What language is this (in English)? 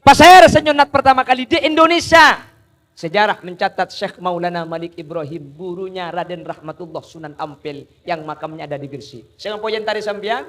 Madurese